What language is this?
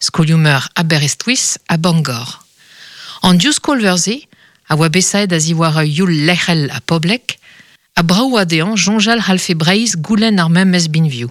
Breton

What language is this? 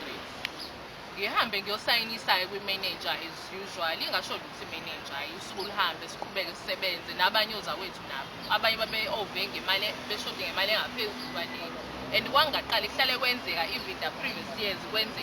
Zulu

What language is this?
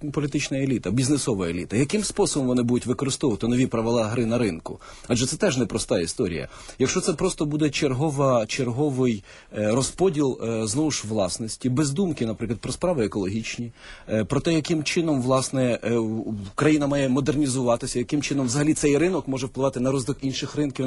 Ukrainian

